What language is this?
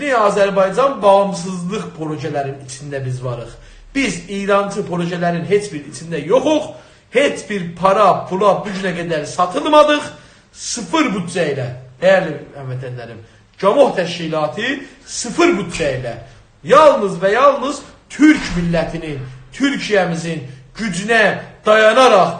South Azerbaijani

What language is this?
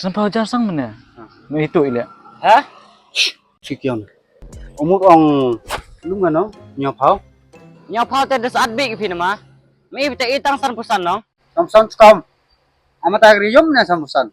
Khasi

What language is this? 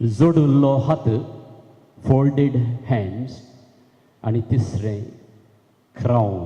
Konkani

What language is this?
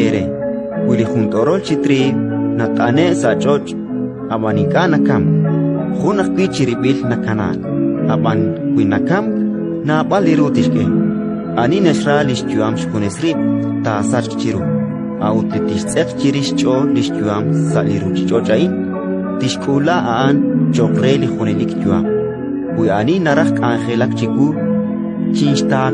Kekchí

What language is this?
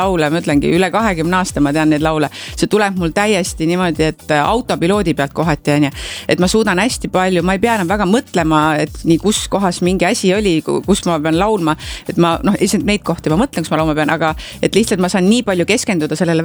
Estonian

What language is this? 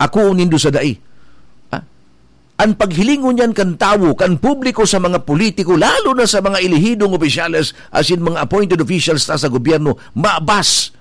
Bikol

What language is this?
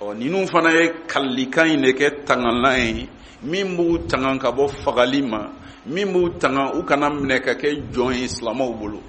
Bambara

